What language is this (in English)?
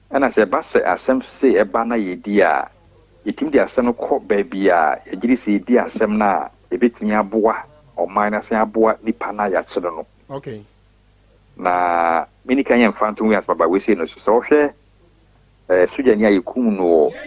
Akan